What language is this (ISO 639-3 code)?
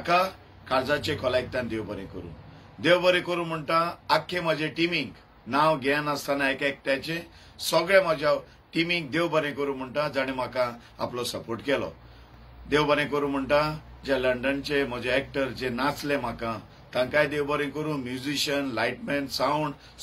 kok